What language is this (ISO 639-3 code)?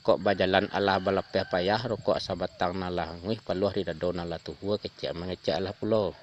min